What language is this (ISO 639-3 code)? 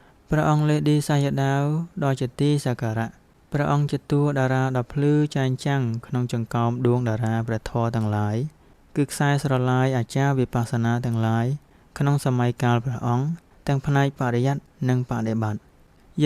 khm